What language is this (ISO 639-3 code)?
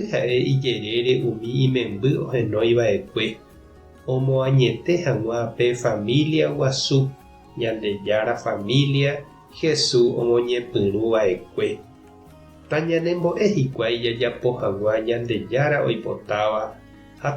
grn